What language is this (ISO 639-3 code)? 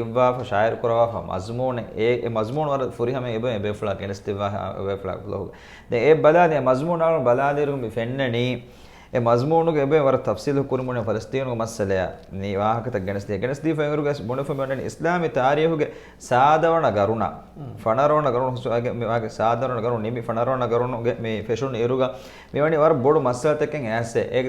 div